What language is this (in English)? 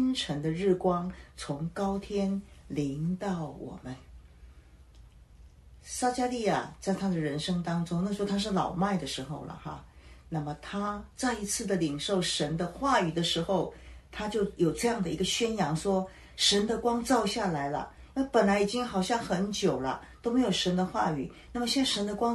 Chinese